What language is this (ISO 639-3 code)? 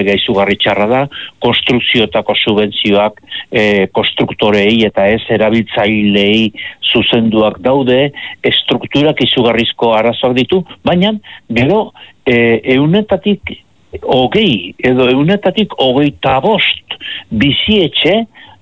eus